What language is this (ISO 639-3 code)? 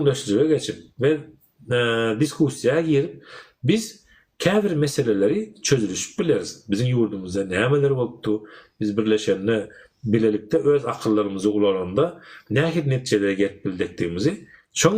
tuk